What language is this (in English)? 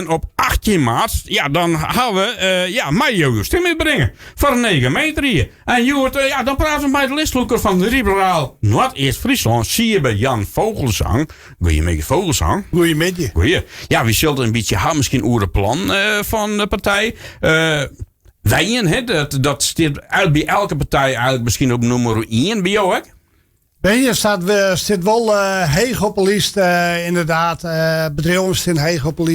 Western Frisian